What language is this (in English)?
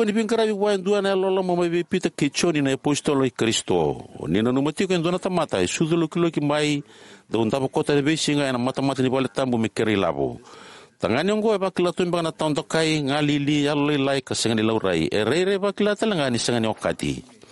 Fijian